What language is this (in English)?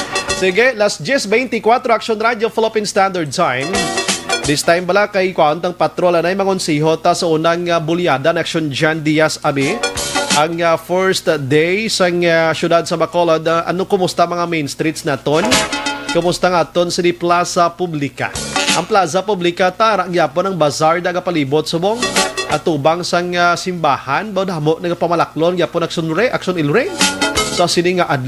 Hiligaynon